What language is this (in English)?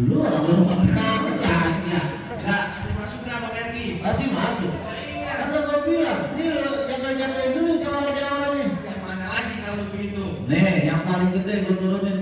Betawi